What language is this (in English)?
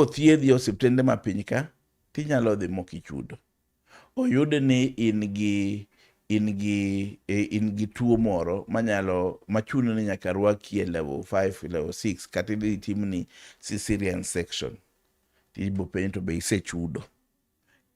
Luo (Kenya and Tanzania)